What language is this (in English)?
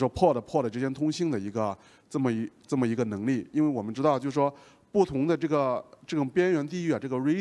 Chinese